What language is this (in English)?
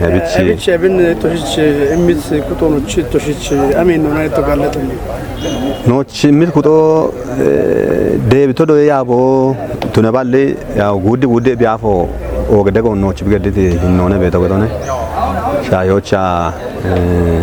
Kafa